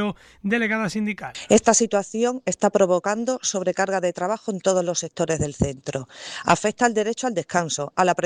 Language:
Spanish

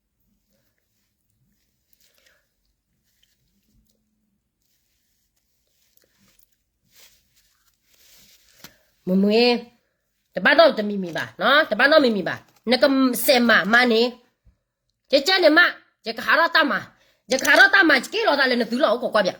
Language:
S'gaw Karen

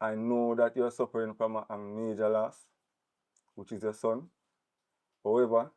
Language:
Jamaican Creole English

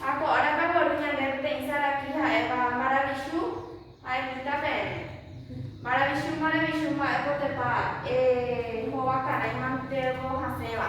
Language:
Guarani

